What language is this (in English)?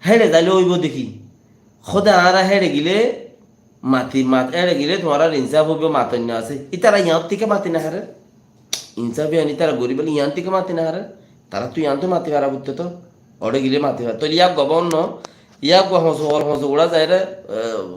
Rohingya